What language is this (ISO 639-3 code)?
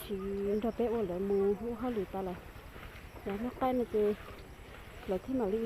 hmn